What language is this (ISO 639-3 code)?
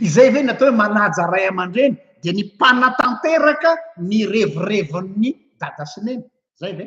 mlg